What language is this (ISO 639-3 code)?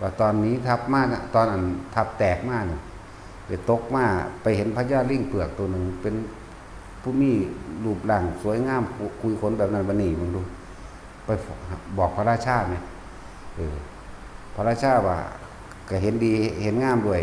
tts